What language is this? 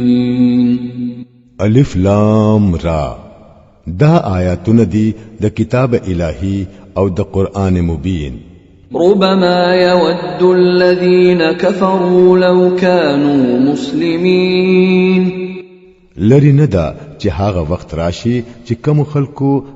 Pashto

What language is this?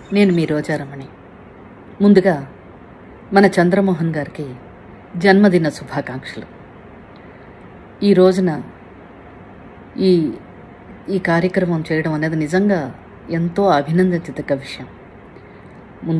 Telugu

